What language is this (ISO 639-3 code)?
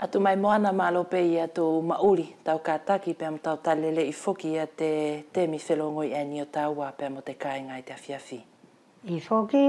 wls